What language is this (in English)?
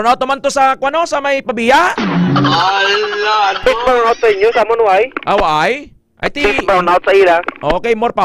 Hiligaynon